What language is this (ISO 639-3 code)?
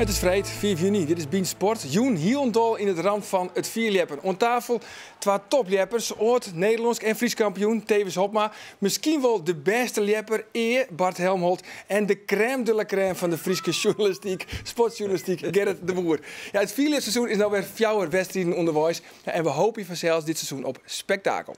fry